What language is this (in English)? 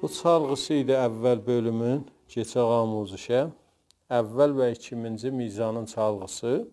South Azerbaijani